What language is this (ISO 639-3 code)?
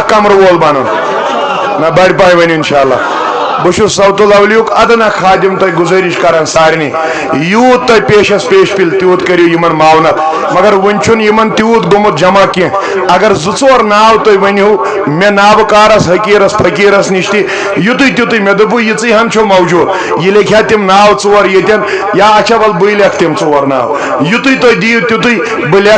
kas